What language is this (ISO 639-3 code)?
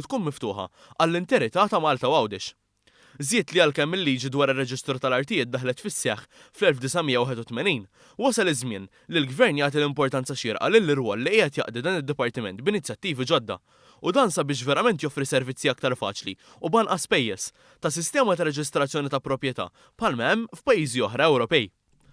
mlt